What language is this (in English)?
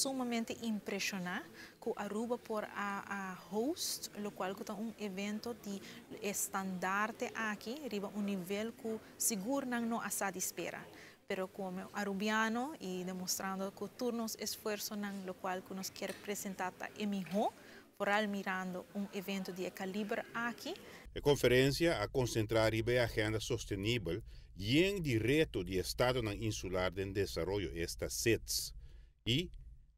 Papiamento